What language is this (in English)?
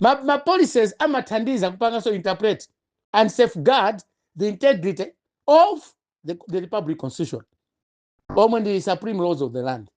Nyanja